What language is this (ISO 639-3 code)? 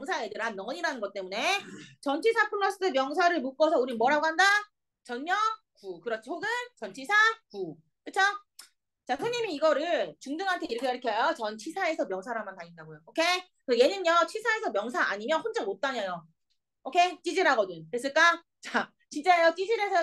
kor